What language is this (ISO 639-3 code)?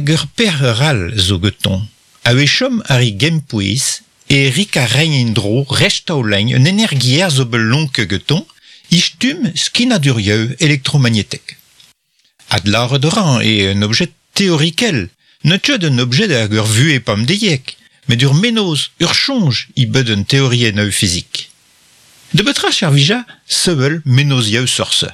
bre